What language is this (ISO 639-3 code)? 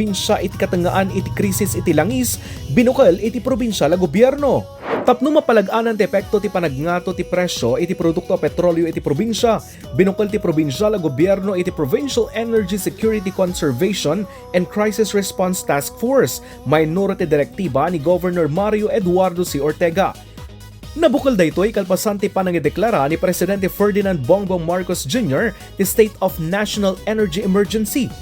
ilo